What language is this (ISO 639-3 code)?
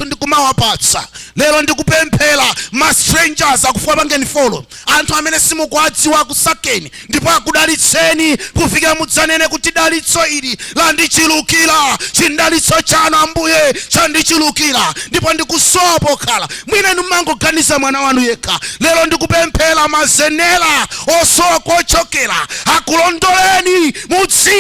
nya